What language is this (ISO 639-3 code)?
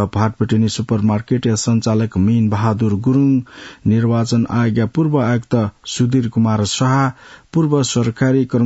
new